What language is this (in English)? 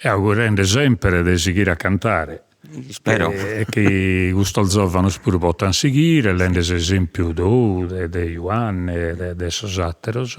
Sardinian